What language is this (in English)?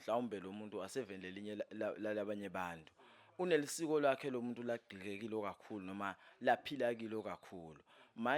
Zulu